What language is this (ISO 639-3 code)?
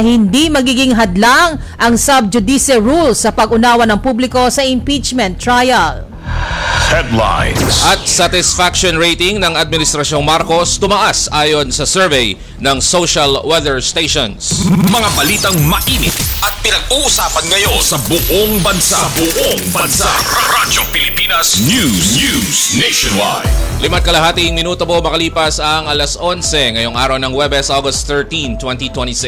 fil